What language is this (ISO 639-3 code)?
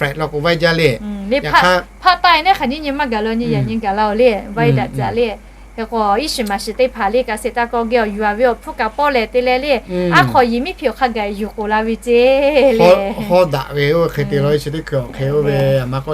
lhu